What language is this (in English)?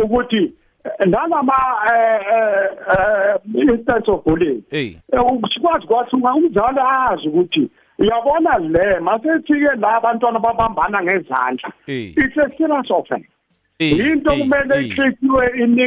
South Ndebele